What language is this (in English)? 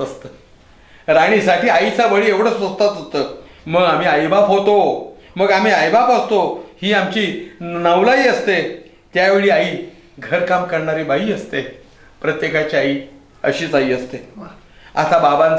Marathi